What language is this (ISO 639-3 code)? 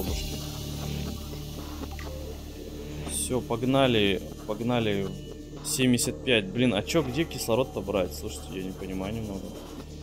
rus